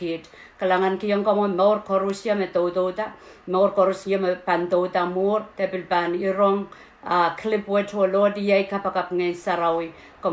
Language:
Pohnpeian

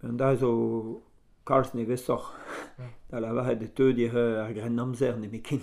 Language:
Breton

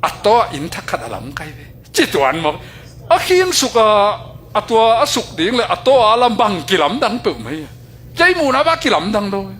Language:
Tedim Chin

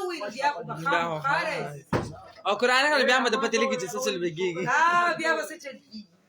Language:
Pashto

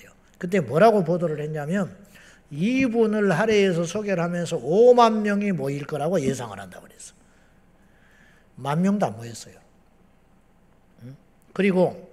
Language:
Korean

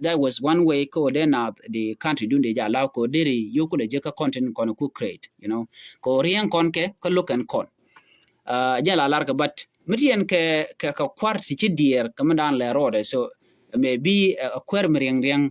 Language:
Nuer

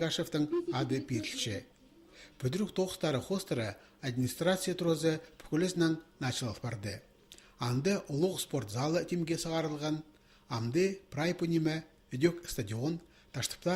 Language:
Khakas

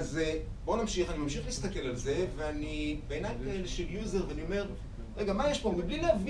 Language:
Hebrew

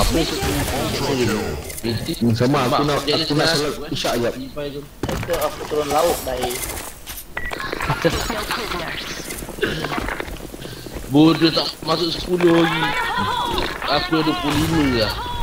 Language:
Malay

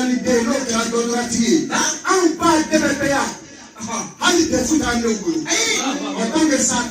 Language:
Bambara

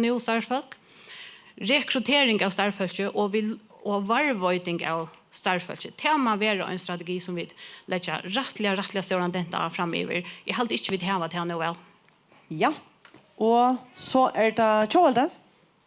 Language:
Faroese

